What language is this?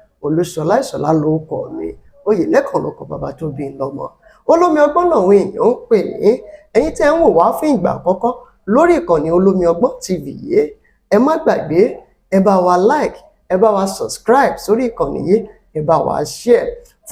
Yoruba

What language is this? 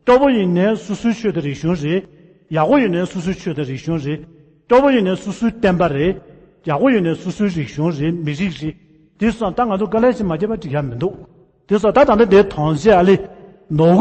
Tibetan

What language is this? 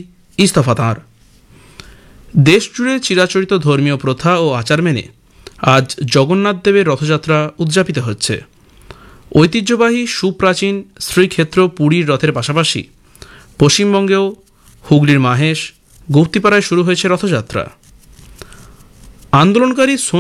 Bangla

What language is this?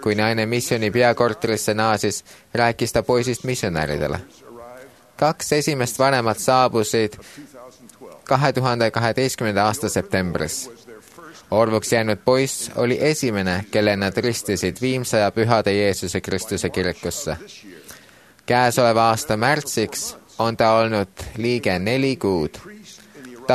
Estonian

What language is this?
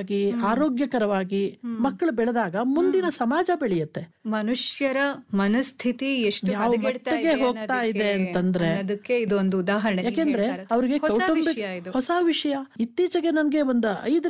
Kannada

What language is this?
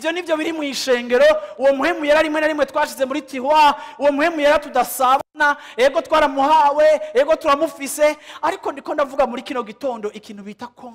Rundi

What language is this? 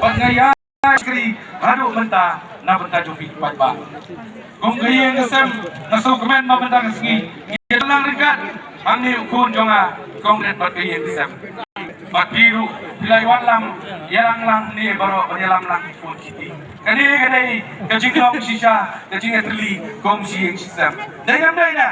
Khasi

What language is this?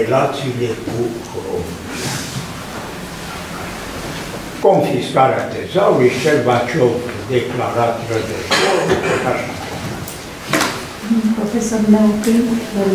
Romanian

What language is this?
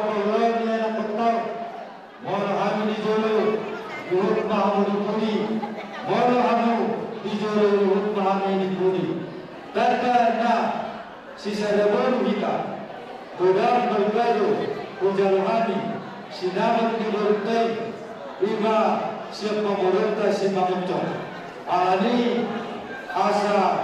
Batak Toba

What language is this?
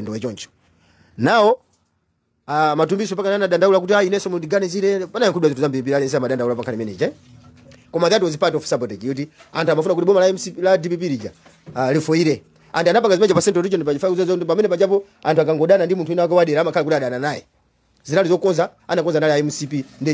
Nyanja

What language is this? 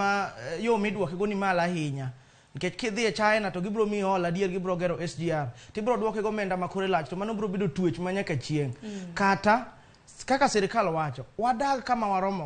Luo (Kenya and Tanzania)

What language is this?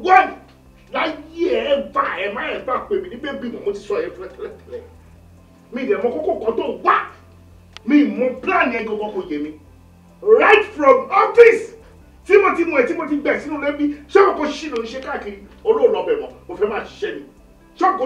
Yoruba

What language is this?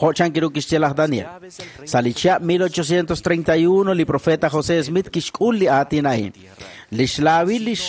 Kekchí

